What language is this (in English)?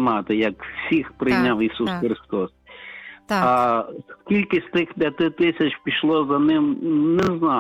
Ukrainian